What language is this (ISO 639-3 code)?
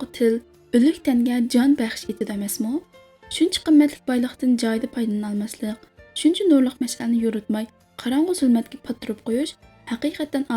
uig